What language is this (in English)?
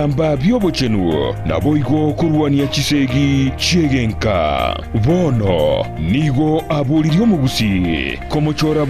Gusii